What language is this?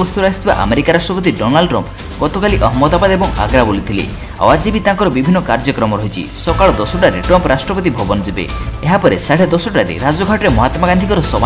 Odia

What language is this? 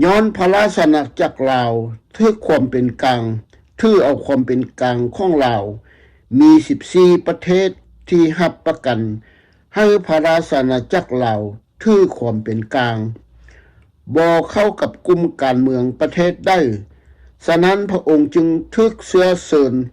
Lao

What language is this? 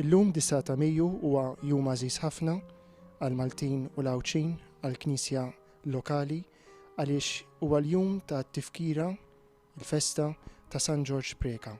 Maltese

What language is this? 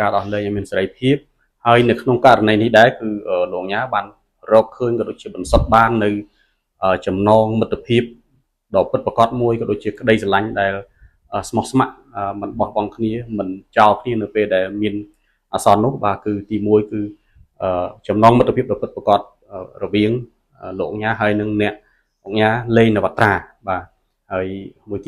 Khmer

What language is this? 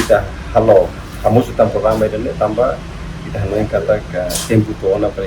Tetum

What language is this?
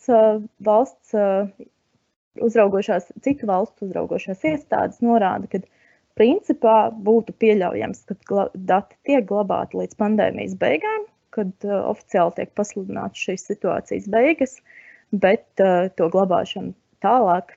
Latvian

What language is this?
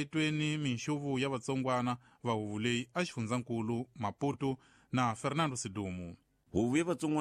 Tsonga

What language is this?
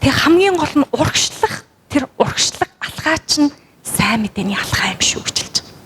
Mongolian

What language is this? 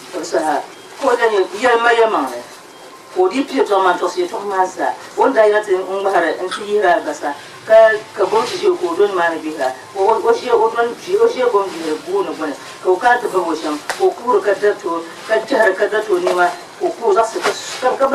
Dagbani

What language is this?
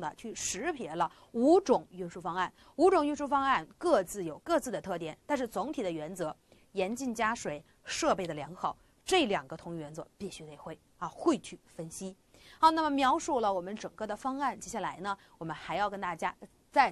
Chinese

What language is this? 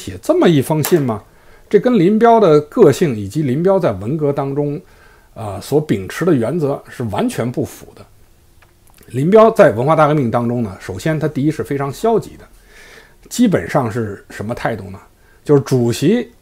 Chinese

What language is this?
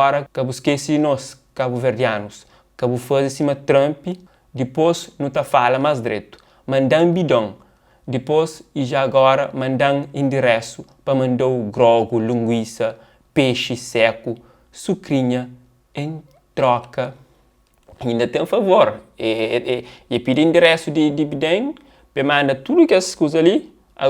Kabuverdianu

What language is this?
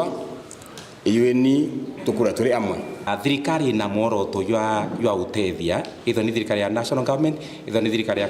Meru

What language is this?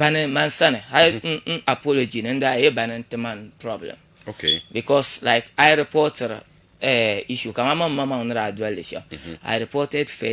Dagbani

